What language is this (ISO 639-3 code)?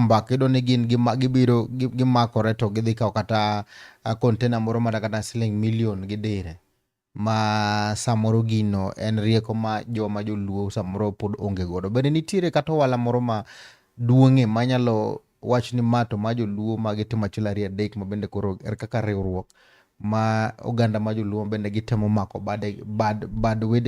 luo